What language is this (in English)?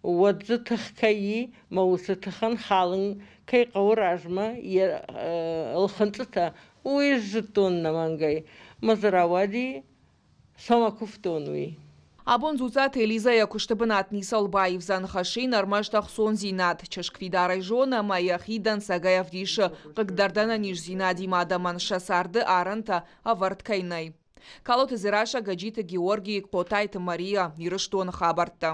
Ossetic